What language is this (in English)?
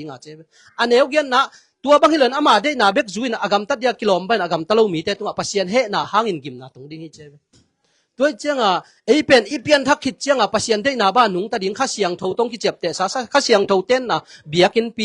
Tedim Chin